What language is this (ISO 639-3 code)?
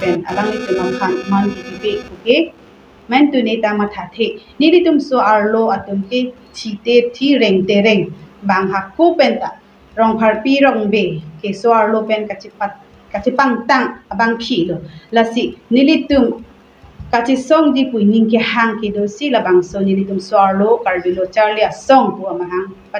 mjw